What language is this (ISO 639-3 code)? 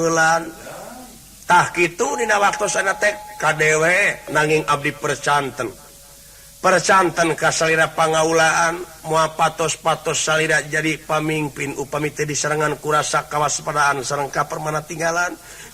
sun